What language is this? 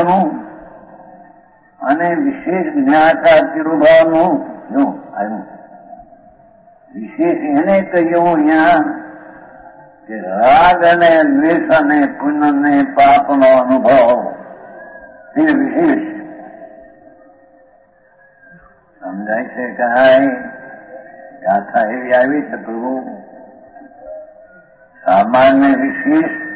Gujarati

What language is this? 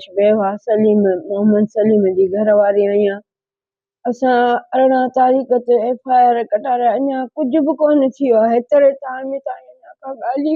Sindhi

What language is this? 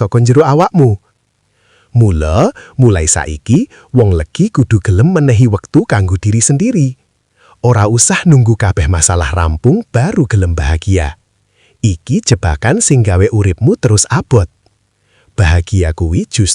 Javanese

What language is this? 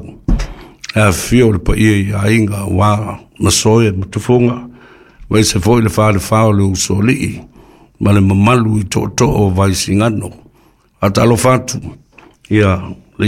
Samoan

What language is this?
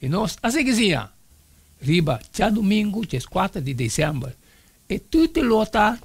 Papiamento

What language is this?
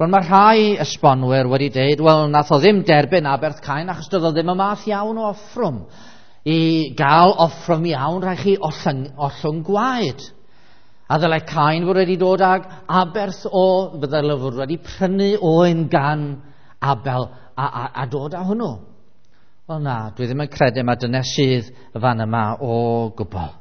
Welsh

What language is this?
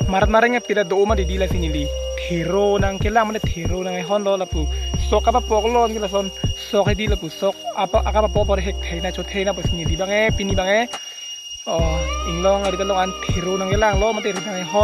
Karbi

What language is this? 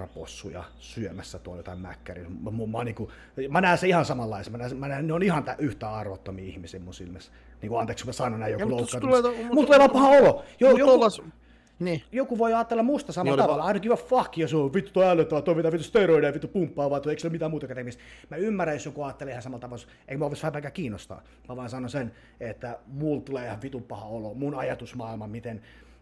Finnish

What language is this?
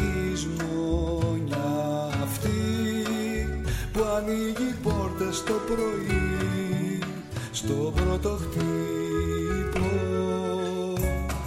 Greek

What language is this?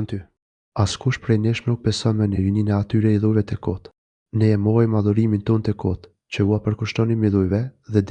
Albanian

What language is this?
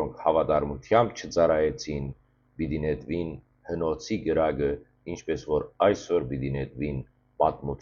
Western Armenian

